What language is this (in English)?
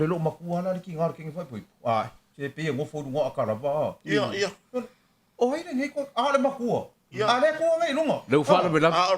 Samoan